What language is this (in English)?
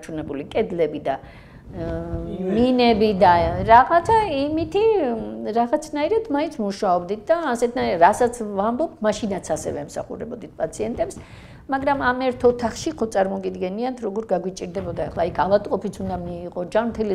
Georgian